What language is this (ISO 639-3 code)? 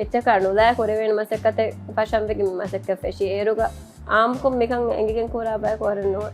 div